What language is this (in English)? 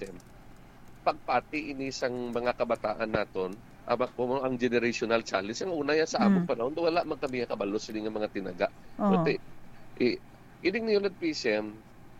Hiligaynon